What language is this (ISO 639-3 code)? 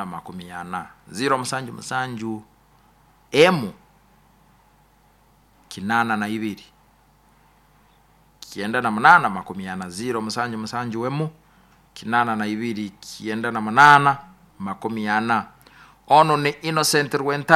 nyo